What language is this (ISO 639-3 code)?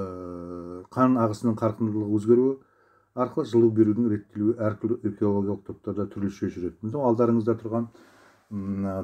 kaz